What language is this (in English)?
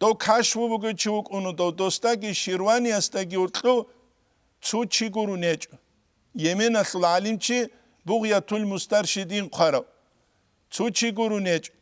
Avaric